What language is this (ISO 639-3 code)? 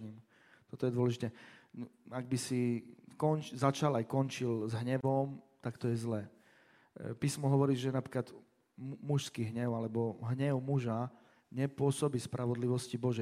slk